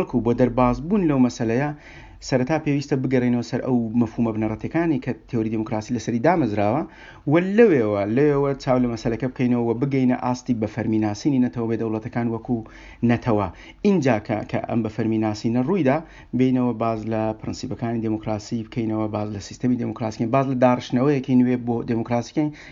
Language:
Central Kurdish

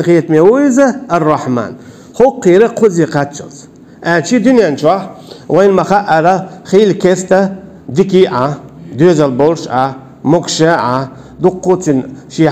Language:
Chechen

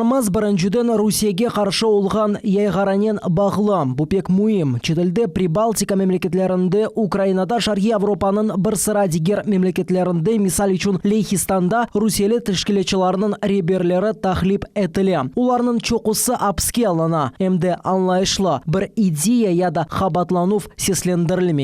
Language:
Crimean Tatar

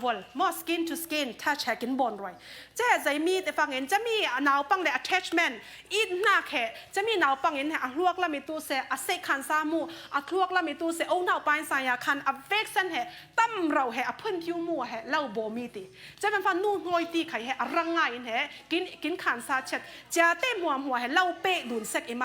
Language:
Falam Chin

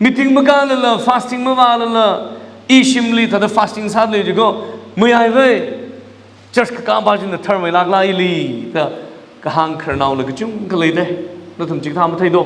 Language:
Tangkhul Naga (India)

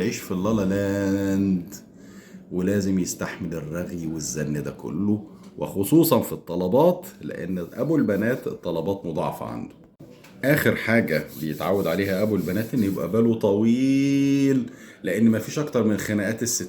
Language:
Egyptian Arabic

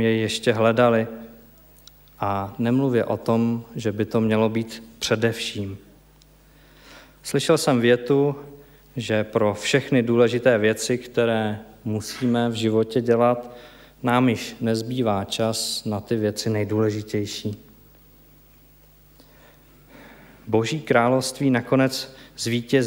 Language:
Czech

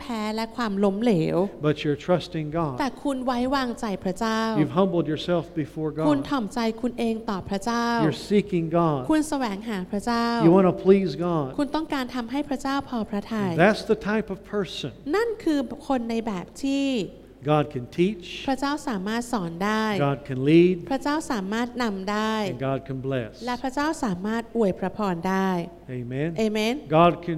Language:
Thai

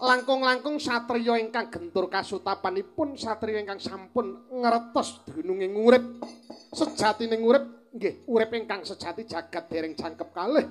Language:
Javanese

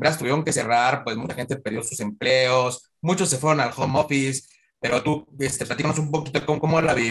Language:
Spanish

